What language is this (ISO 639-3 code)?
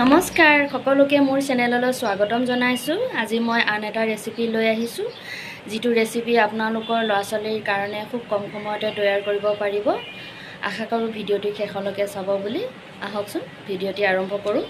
asm